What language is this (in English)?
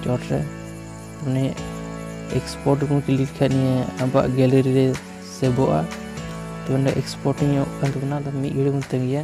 Santali